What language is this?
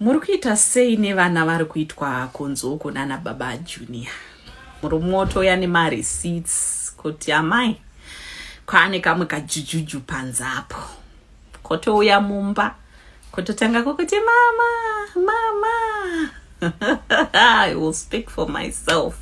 Shona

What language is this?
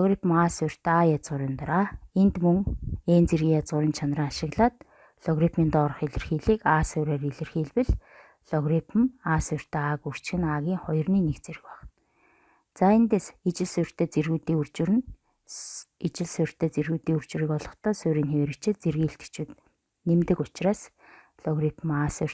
Mongolian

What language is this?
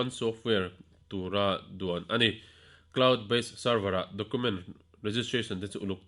Mizo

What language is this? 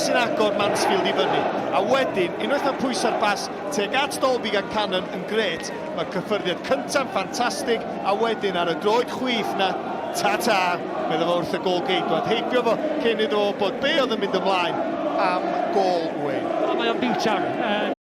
Welsh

